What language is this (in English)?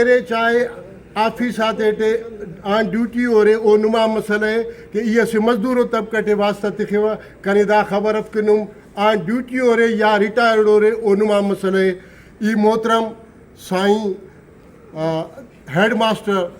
Brahui